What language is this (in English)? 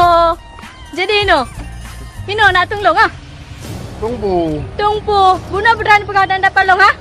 Achinese